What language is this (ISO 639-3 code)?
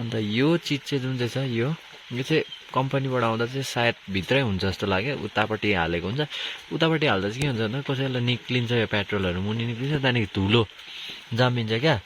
nep